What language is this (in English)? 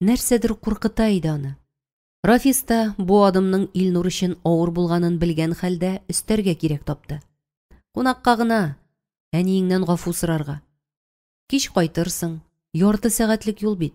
Tatar